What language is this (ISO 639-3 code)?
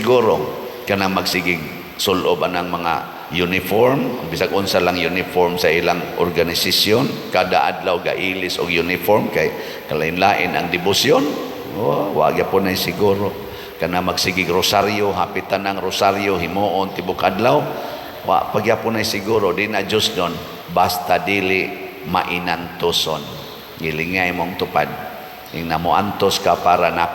ceb